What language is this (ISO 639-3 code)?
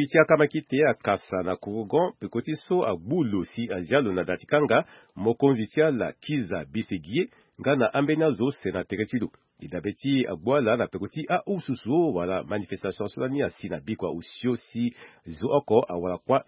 sag